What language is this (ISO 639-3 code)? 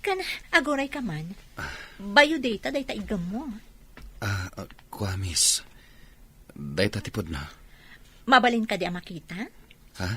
ilo